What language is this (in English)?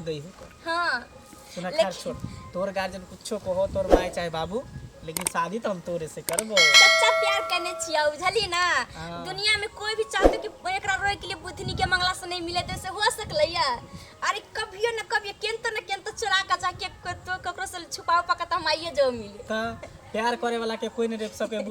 Maithili